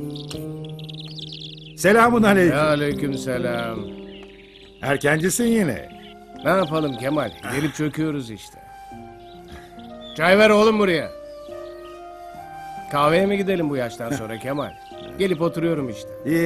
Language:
Turkish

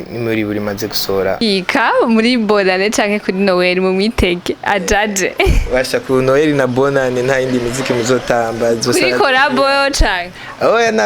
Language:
Rundi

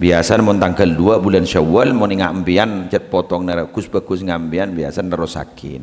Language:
Madurese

